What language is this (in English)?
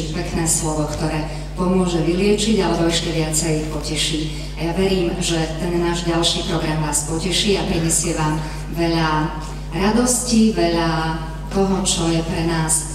Slovak